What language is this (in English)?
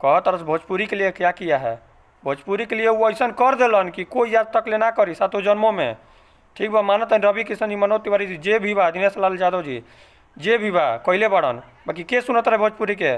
Bhojpuri